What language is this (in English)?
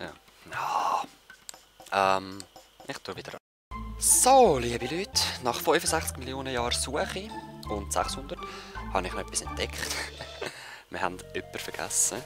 Swiss German